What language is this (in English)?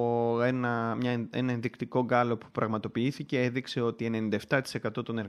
Greek